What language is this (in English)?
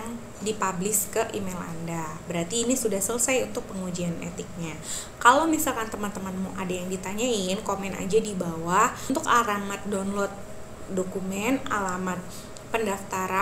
Indonesian